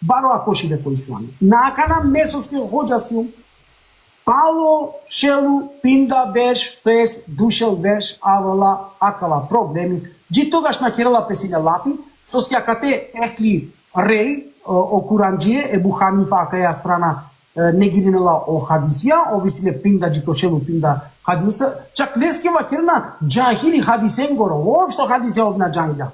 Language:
Balkan Romani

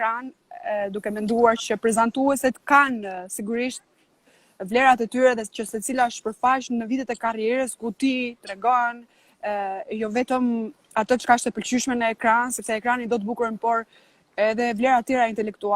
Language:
Albanian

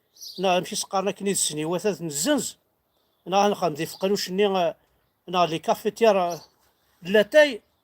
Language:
Kabyle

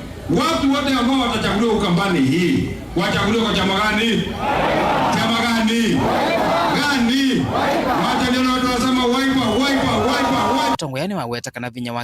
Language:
Kamba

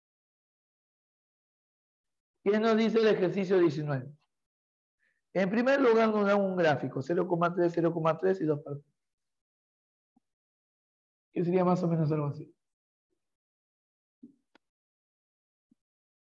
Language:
Spanish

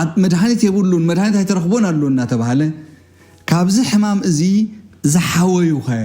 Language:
Tigrinya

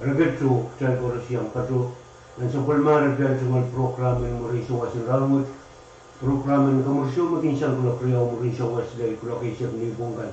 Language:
Pohnpeian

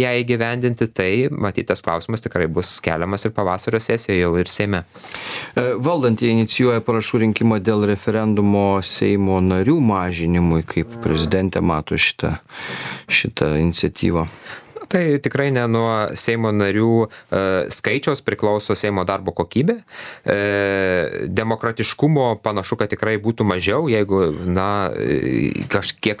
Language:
Lithuanian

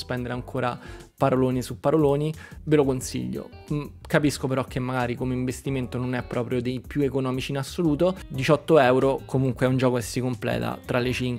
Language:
Italian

